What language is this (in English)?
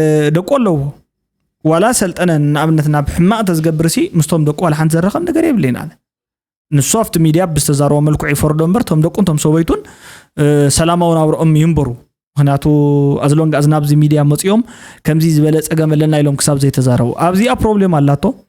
Tigrinya